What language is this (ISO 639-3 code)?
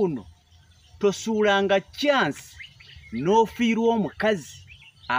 lug